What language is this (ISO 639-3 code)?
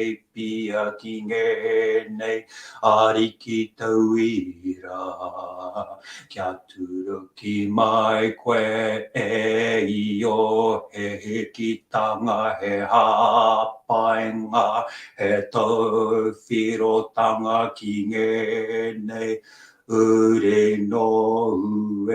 mri